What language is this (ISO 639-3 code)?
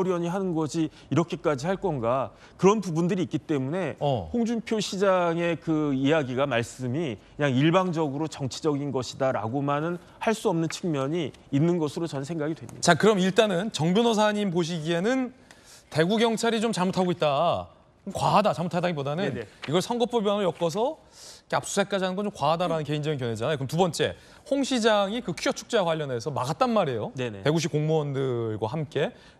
kor